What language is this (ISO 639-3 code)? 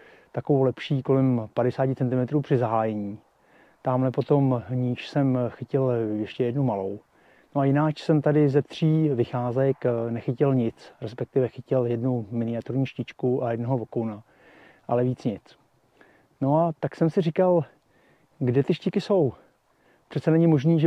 ces